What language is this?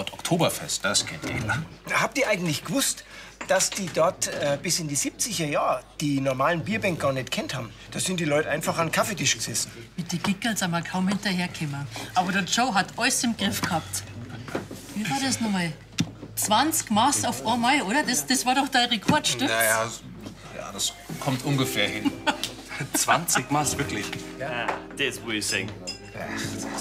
Bavarian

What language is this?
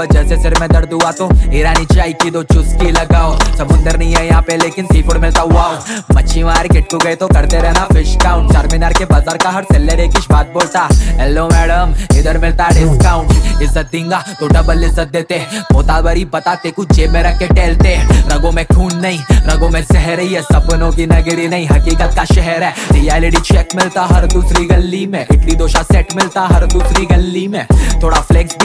Hindi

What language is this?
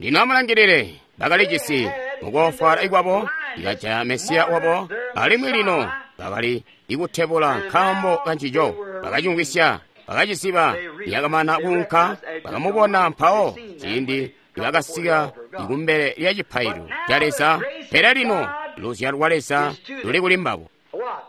Tonga (Zambia)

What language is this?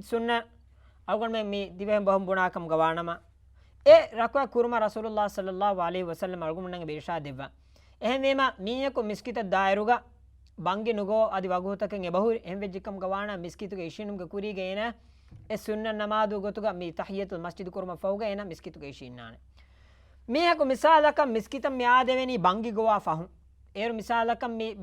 Divehi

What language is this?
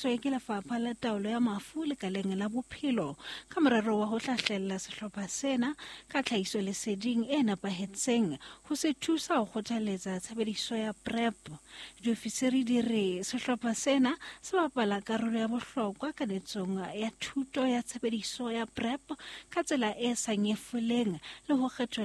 Southern Sotho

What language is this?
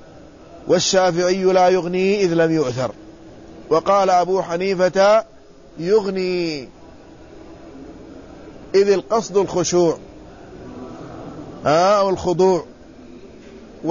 Arabic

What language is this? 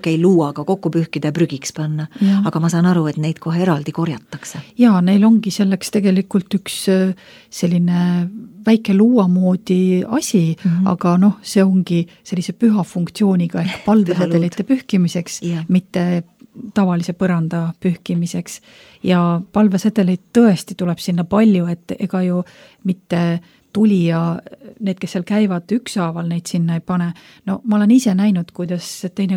Estonian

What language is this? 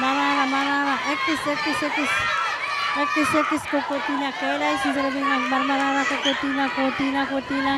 Pohnpeian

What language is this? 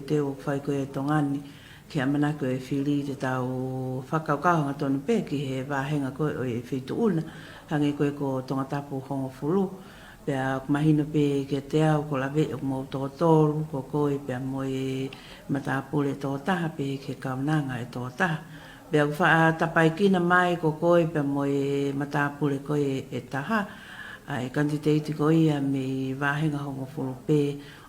Tongan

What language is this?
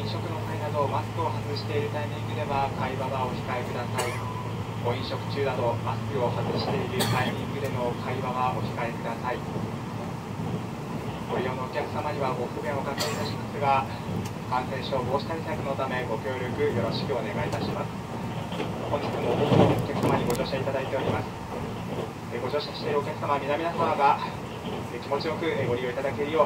Japanese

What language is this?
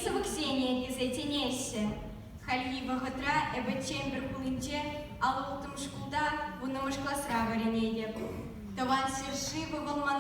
Chuvash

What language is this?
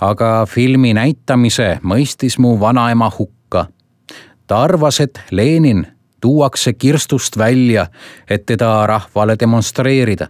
Estonian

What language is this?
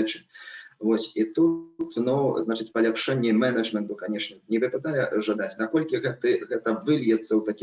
Belarusian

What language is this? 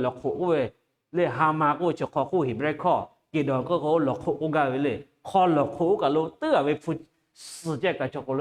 Lahu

